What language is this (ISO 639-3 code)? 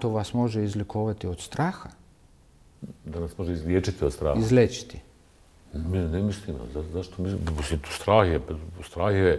bos